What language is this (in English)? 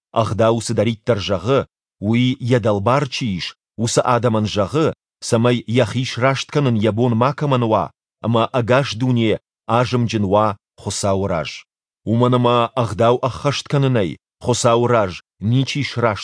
Ossetic